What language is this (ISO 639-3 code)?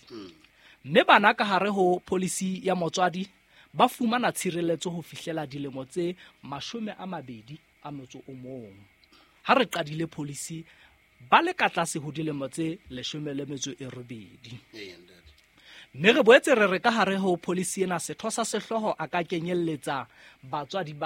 sot